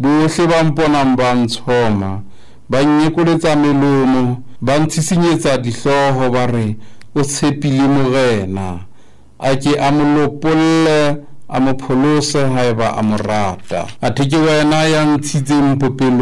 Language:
Southern Sotho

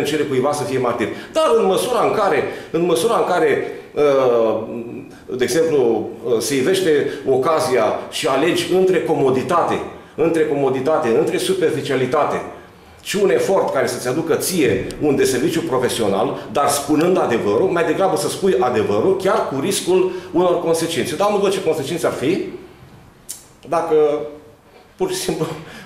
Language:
Romanian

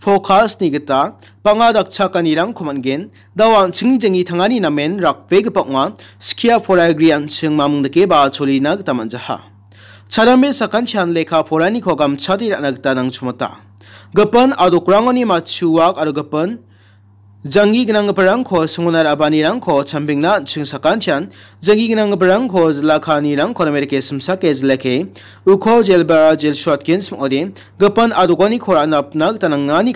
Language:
Garo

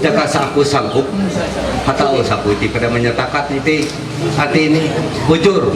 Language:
Ma'anyan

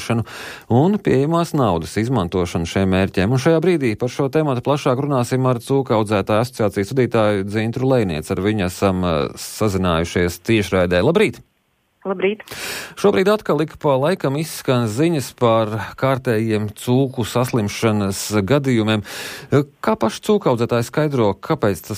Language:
Latvian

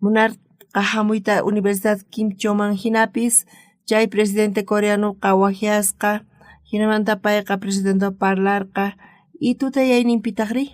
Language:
South Bolivian Quechua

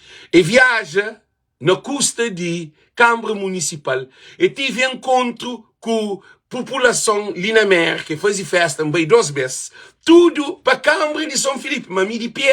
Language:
Kabuverdianu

